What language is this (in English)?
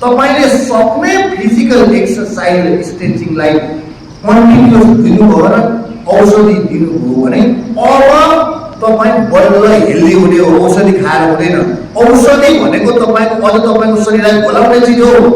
Nepali